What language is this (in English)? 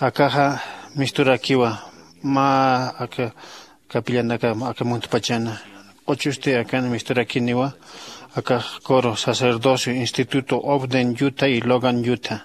Aymara